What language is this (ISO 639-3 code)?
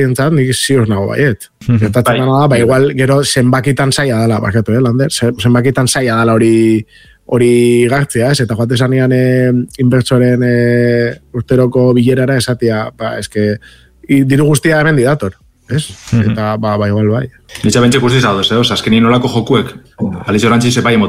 eus